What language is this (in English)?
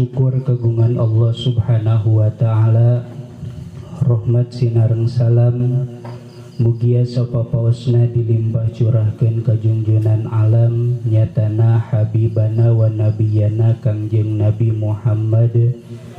Sundanese